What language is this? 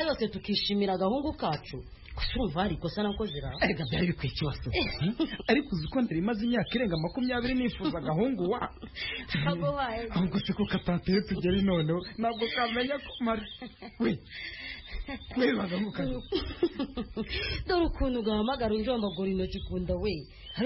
Kinyarwanda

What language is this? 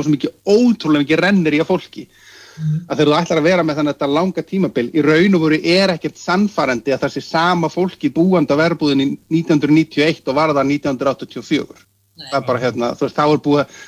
Icelandic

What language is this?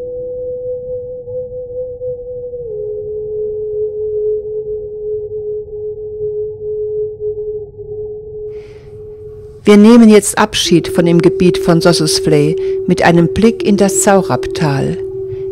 German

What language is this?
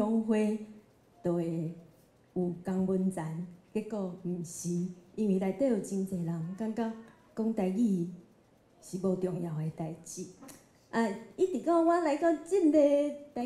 Min Nan Chinese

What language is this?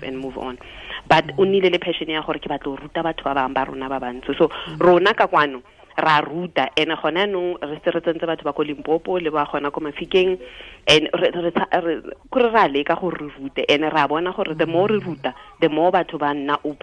Tswana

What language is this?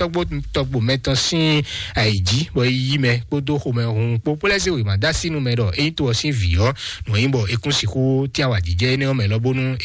Fon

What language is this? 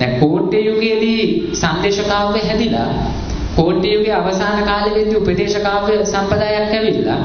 Sinhala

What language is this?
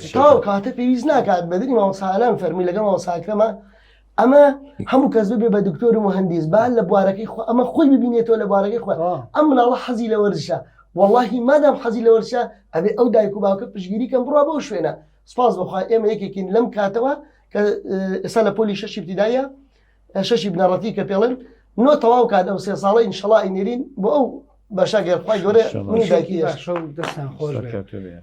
Central Kurdish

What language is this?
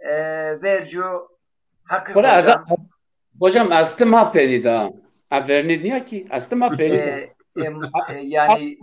Zaza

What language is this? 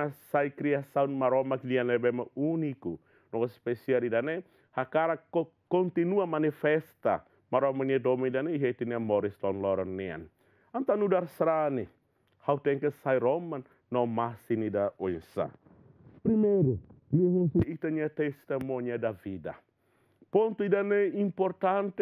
Tetum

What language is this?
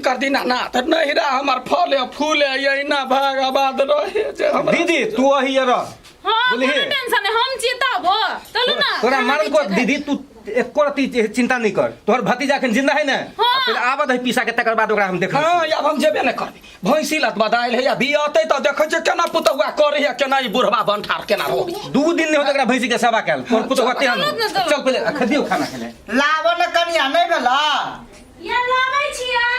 Maithili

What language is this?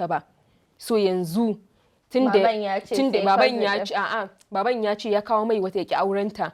Hausa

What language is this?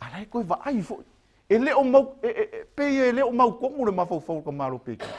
Samoan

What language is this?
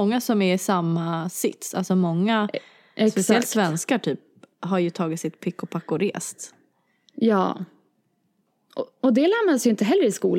Swedish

